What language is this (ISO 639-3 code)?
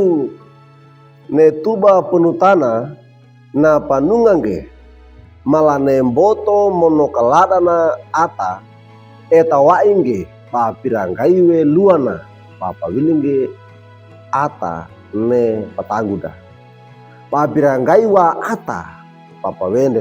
wew